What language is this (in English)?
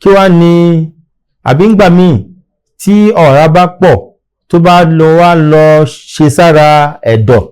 Yoruba